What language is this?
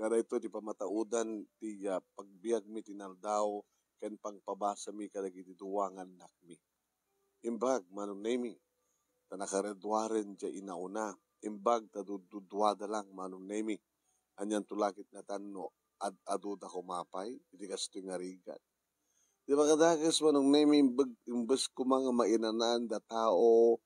Iloko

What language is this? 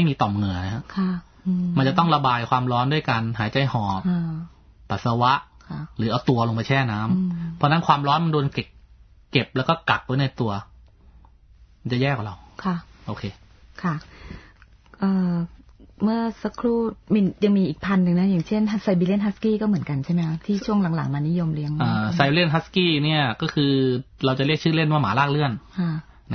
Thai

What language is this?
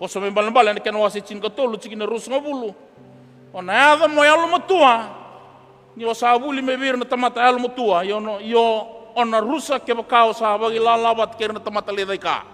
Fijian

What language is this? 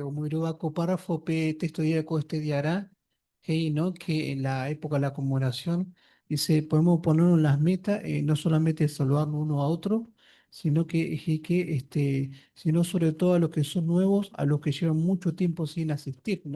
Guarani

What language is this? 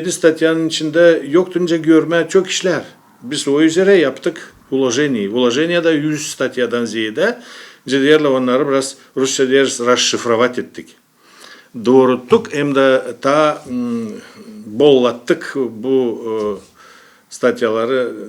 Gagauz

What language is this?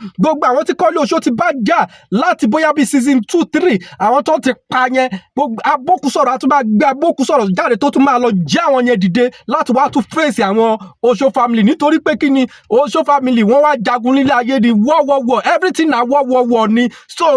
Yoruba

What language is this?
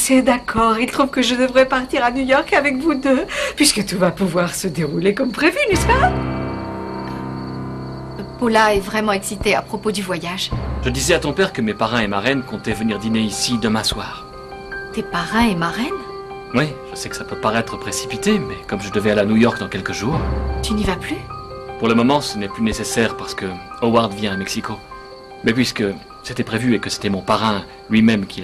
French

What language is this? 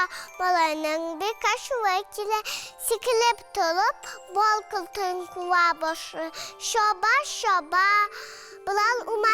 Tatar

